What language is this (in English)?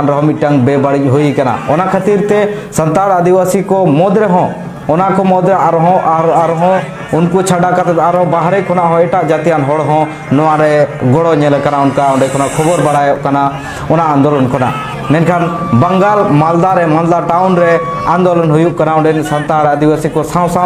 Santali